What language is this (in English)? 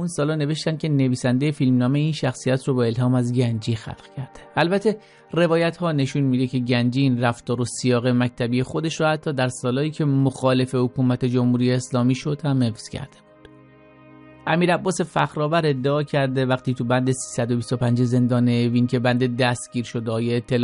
Persian